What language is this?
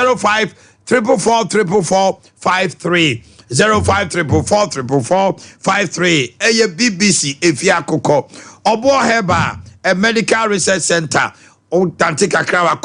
Akan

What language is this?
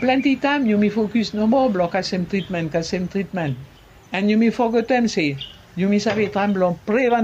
Bislama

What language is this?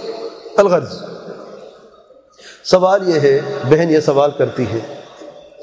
Urdu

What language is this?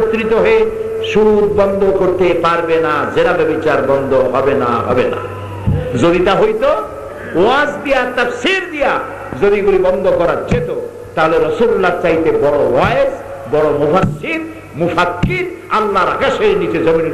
Bangla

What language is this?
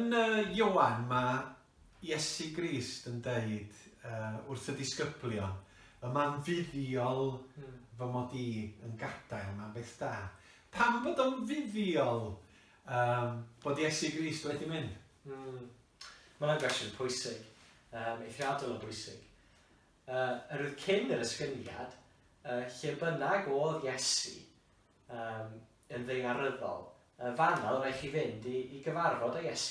Welsh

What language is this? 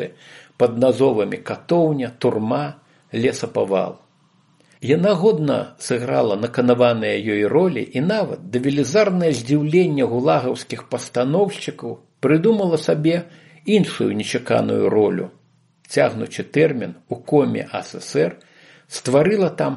Belarusian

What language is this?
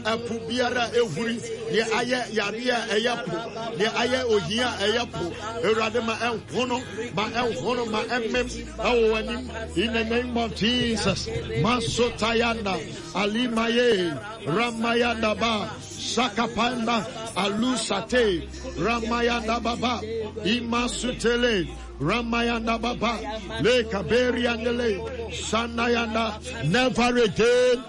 Akan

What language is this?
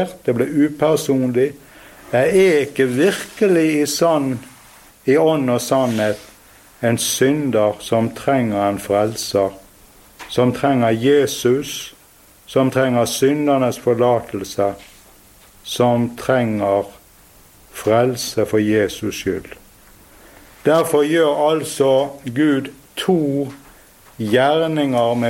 Norwegian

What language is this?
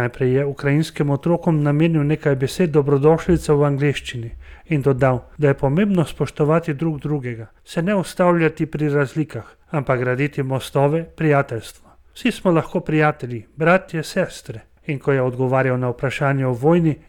Slovenian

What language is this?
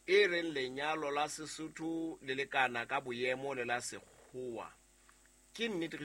Southern Sotho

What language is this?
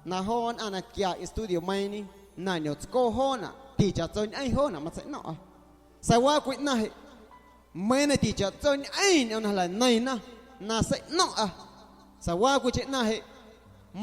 Guerrero Amuzgo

